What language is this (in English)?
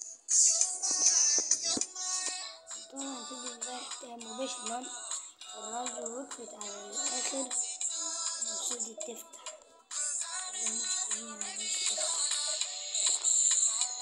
Egyptian Arabic